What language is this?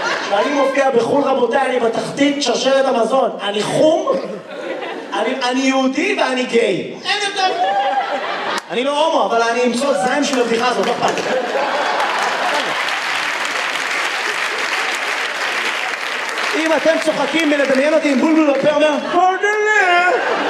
Hebrew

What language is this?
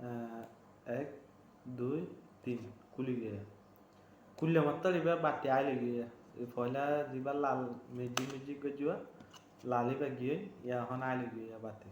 Rohingya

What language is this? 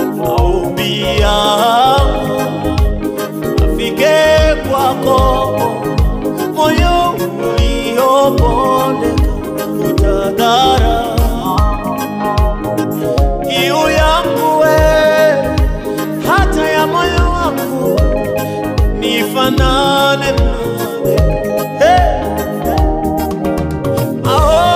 Swahili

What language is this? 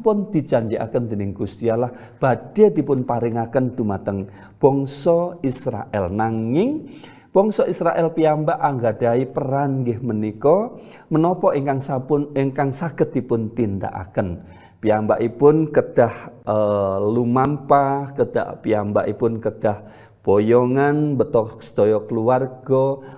Javanese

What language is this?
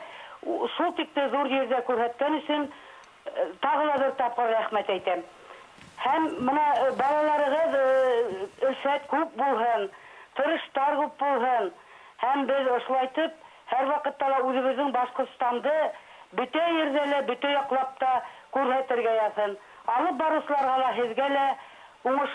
Bashkir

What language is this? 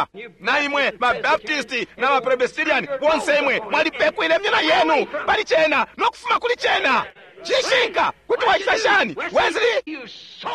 Bemba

